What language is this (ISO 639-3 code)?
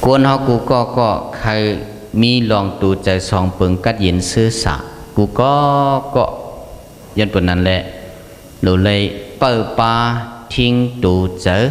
shn